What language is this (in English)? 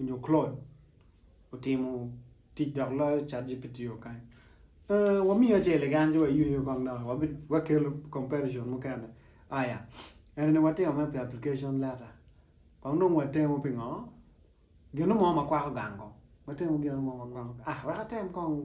Acoli